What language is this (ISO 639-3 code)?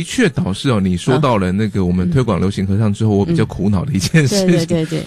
zho